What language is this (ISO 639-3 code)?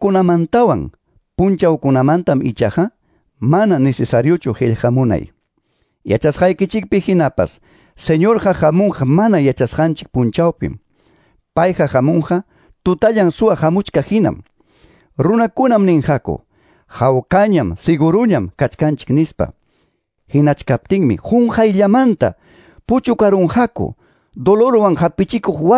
que